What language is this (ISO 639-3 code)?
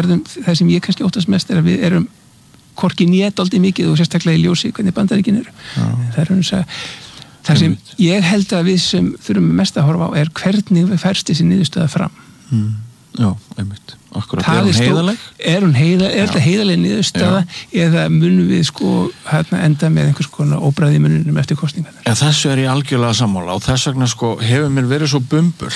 isl